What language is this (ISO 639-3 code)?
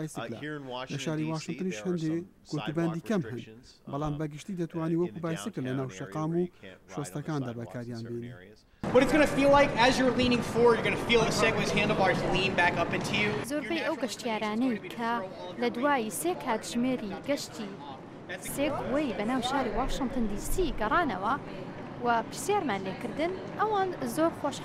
ckb